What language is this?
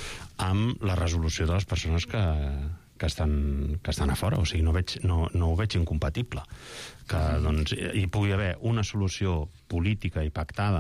Catalan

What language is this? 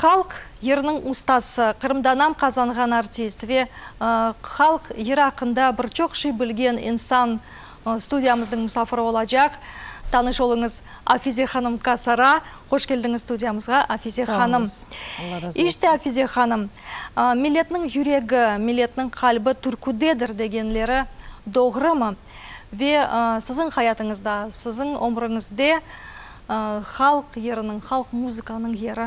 Crimean Tatar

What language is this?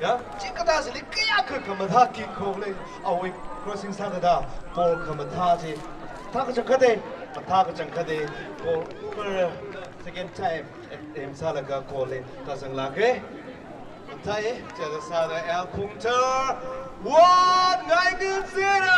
Tangkhul Naga (India)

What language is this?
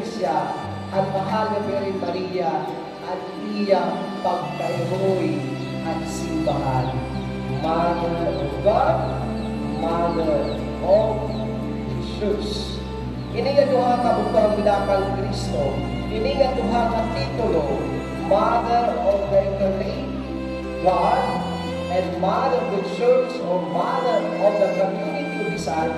Waray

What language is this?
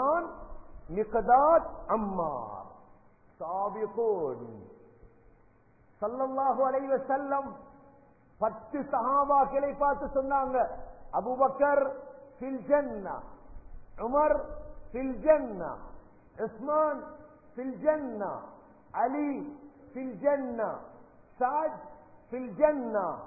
Tamil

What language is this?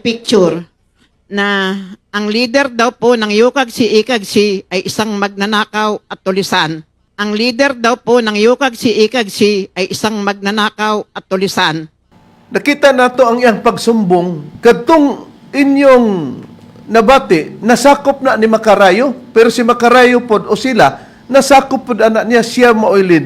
Cebuano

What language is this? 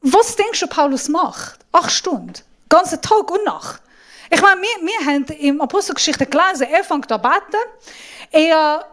Swiss German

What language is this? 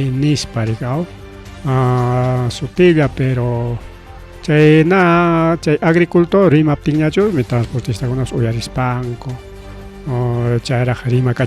Ayacucho Quechua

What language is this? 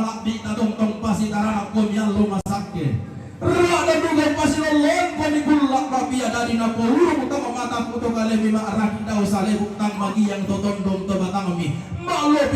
Toraja-Sa'dan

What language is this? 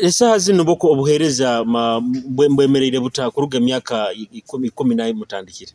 Nyoro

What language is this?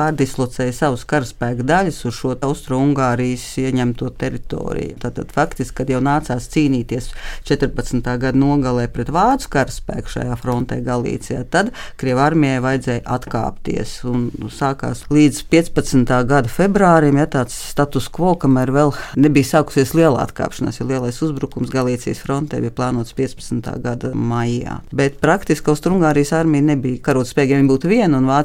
Latvian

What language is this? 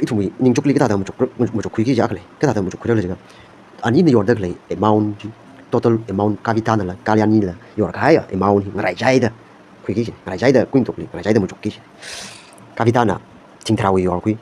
Tangkhul Naga (India)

